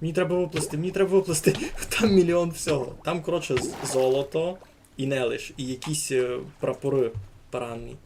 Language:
Rusyn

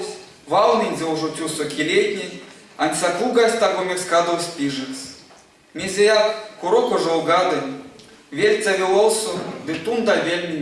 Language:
Erzya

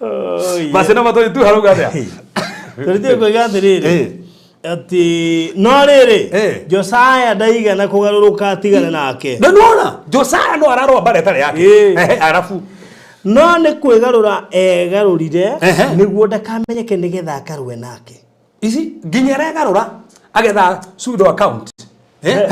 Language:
Kikuyu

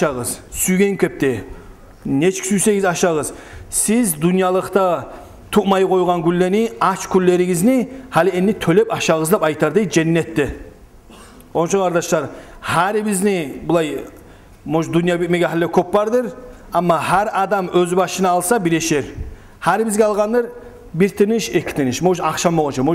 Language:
Kumyk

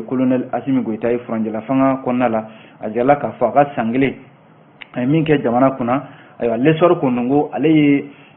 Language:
Bambara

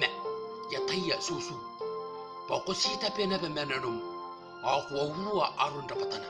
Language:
Gilbertese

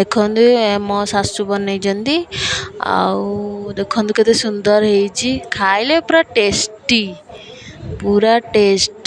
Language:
Odia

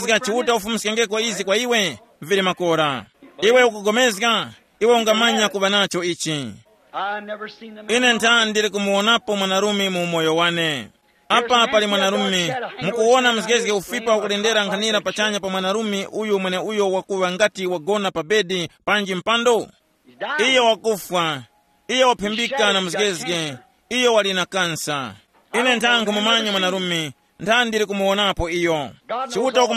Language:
Tumbuka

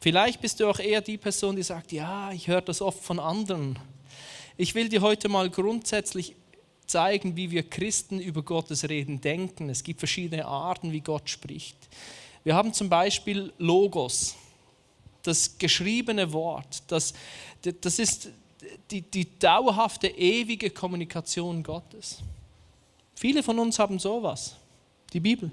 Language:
Swiss German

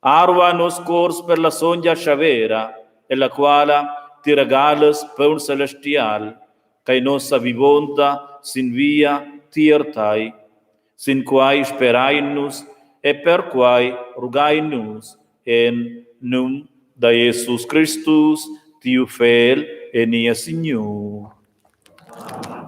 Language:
Romansh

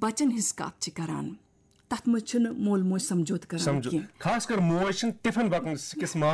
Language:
Kashmiri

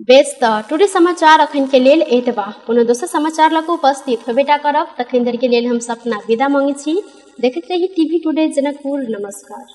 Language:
Maithili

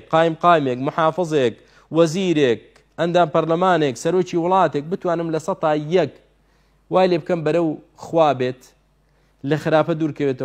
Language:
Central Kurdish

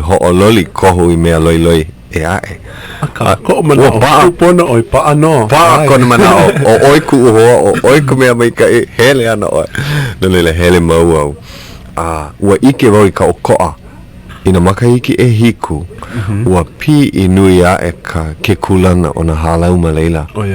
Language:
Hawaiian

